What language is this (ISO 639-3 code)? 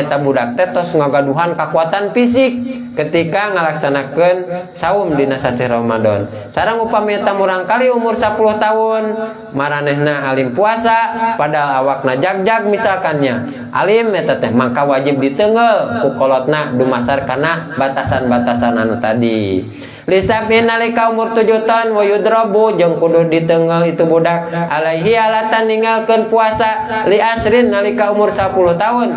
sun